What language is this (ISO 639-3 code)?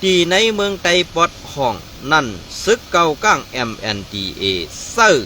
shn